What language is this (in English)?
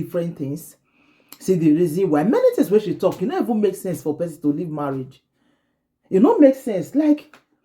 Nigerian Pidgin